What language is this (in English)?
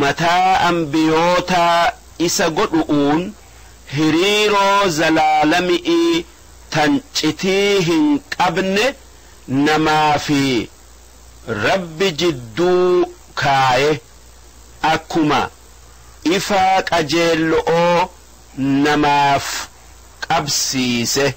Oromo